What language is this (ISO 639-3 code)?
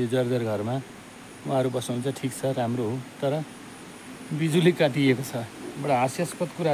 nep